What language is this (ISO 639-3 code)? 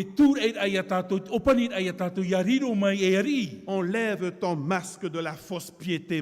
tah